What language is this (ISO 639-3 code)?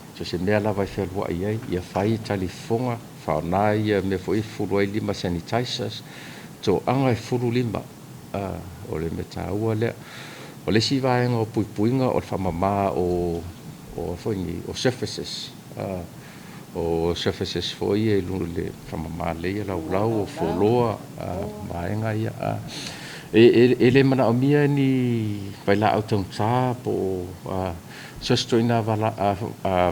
smo